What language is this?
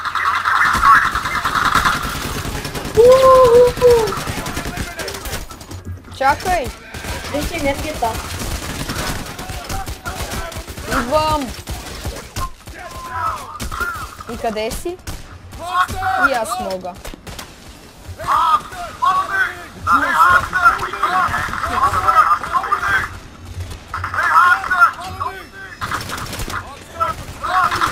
Bulgarian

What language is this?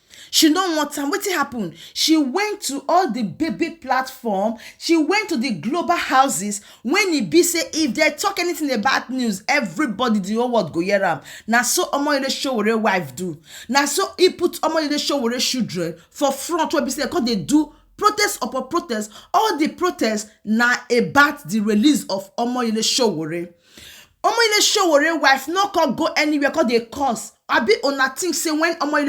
Nigerian Pidgin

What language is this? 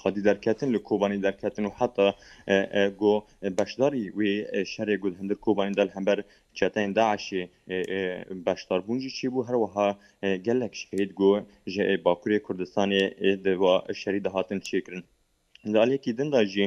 Kurdish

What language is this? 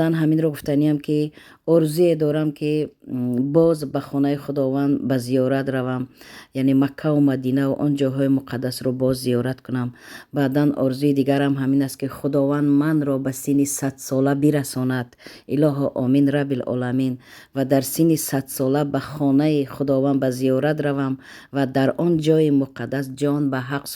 Tajik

